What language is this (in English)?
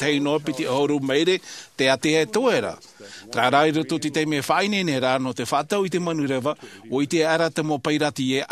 Tahitian